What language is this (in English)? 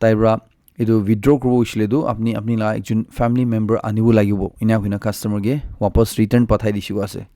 Naga Pidgin